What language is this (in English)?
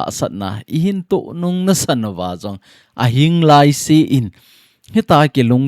Thado Chin